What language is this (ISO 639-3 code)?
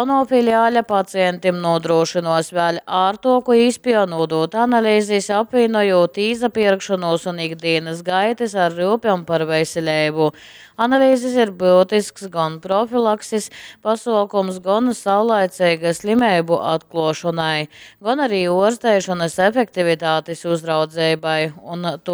ltg